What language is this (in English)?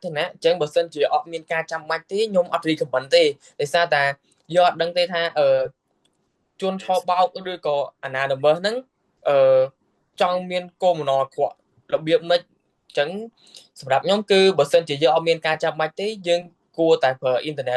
Khmer